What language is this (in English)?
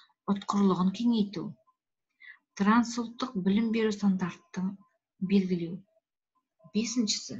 Kazakh